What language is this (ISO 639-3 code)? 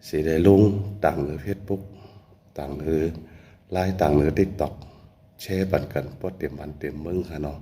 shn